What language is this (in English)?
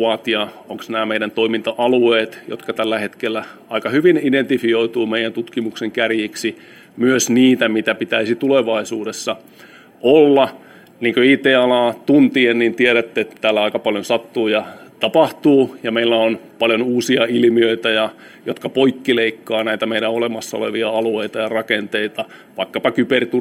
Finnish